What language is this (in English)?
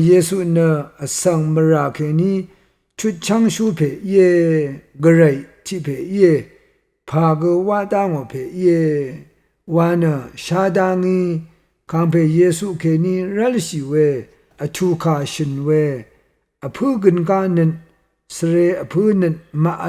Rawang